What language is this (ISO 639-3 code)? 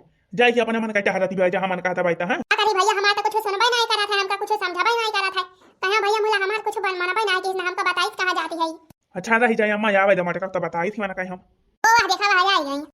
awa